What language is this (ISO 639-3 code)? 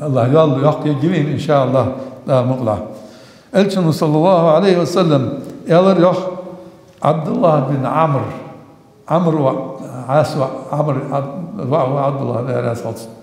inh